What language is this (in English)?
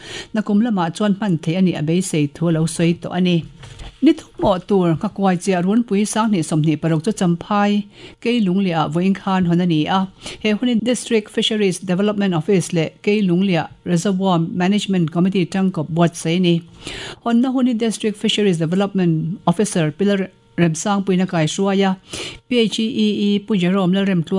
Mizo